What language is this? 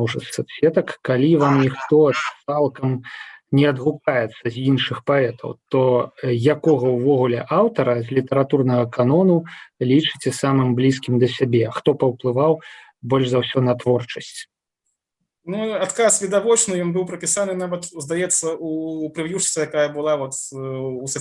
Belarusian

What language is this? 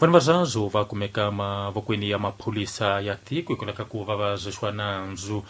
Tsonga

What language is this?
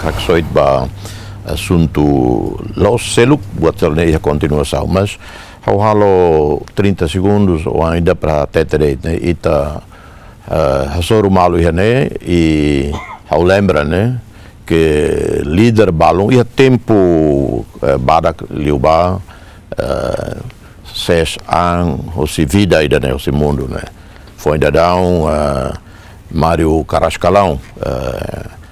Tetum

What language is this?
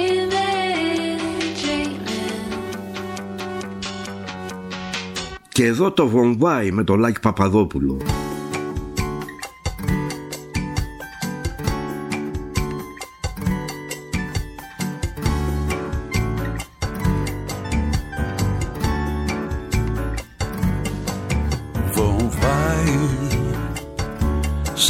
Greek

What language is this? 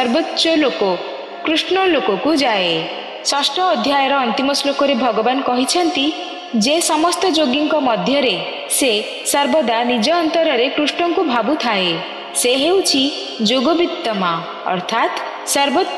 Odia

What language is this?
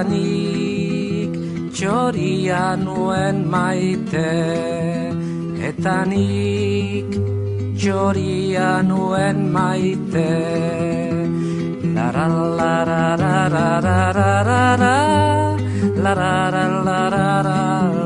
Basque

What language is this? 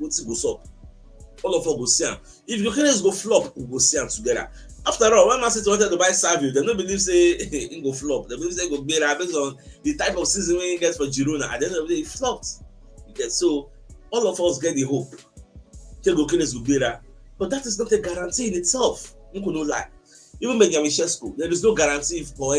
Nigerian Pidgin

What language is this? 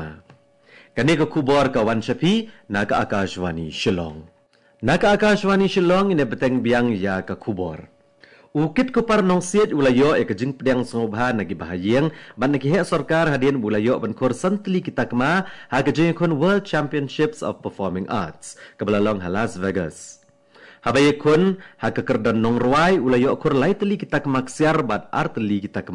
Khasi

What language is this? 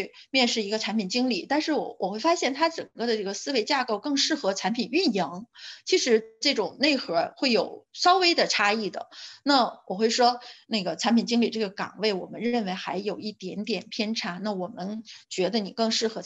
Chinese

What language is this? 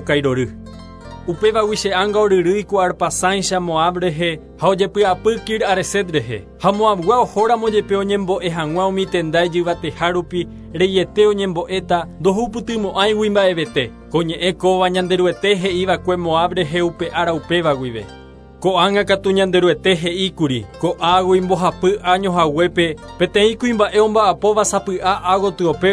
Guarani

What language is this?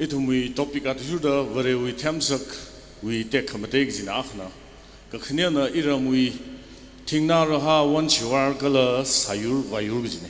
Tangkhul Naga (India)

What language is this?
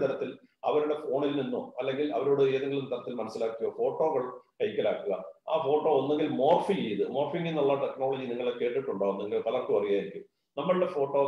Malayalam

